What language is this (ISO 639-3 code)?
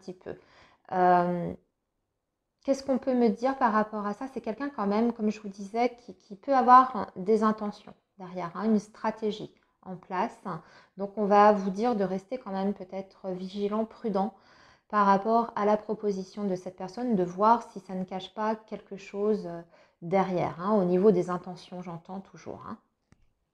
fra